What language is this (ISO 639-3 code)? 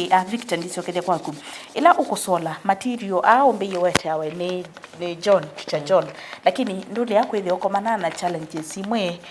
kam